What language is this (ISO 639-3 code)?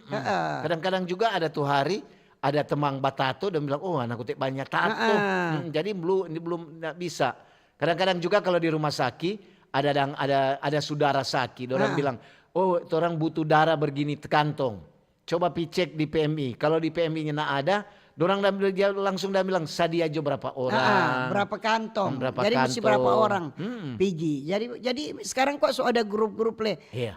xmm